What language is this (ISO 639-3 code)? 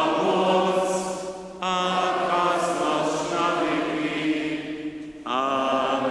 hsb